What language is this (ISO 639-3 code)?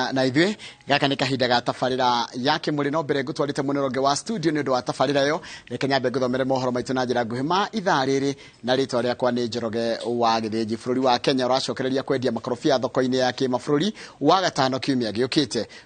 kik